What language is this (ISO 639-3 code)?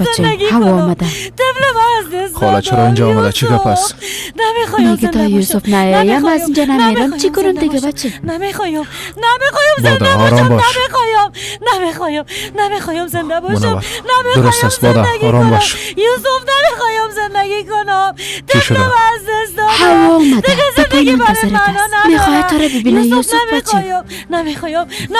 fas